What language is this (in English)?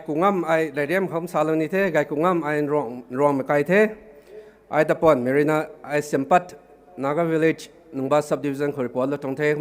Rongmei Naga